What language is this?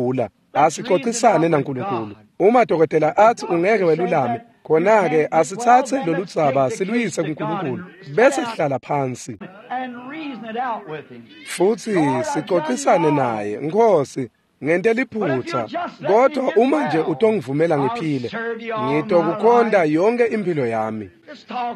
Swati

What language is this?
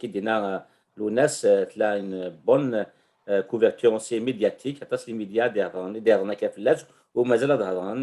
Kabyle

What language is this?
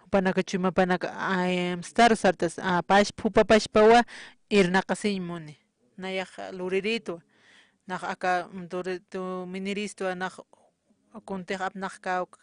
Aymara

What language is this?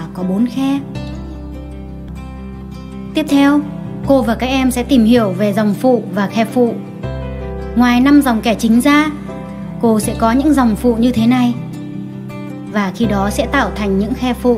Vietnamese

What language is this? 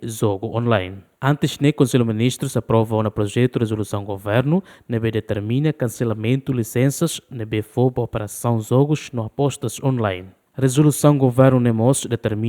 Tetum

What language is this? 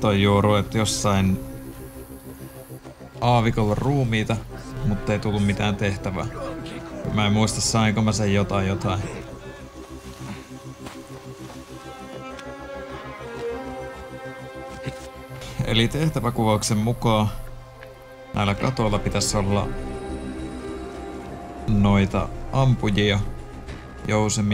Finnish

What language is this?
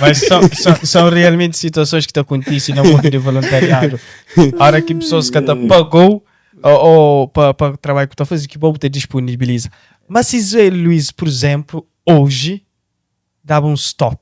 Kabuverdianu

